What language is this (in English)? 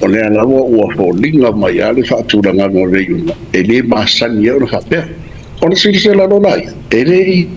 Samoan